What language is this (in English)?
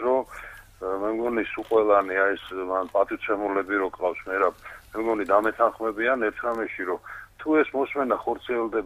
Georgian